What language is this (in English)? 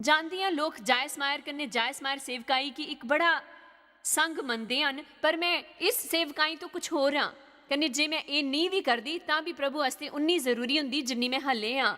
Dogri